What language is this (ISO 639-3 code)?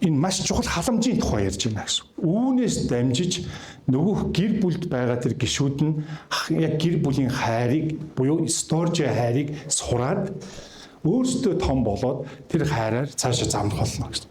mon